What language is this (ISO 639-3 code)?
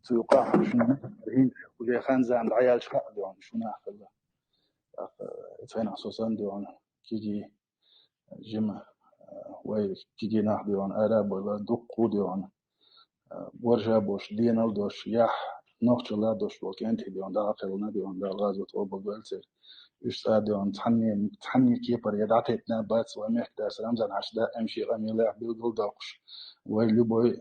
che